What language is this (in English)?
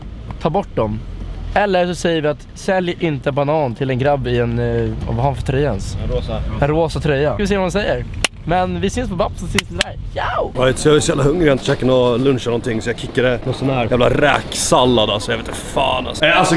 Swedish